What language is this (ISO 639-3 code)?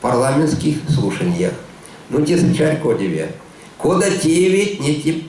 myv